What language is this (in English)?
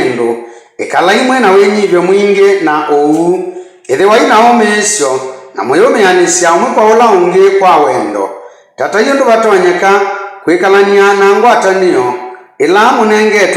Kamba